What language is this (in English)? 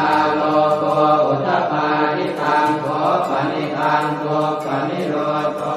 Pali